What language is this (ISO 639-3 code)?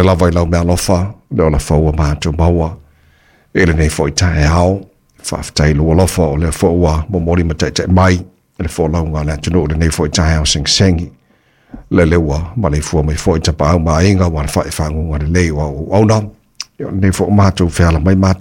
smo